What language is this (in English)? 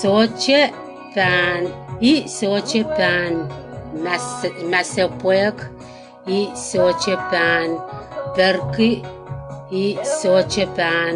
Pohnpeian